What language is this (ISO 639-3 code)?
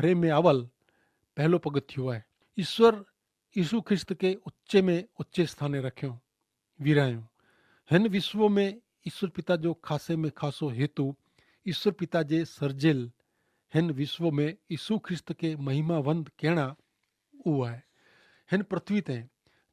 kfr